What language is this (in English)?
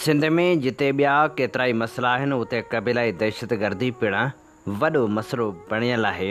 Sindhi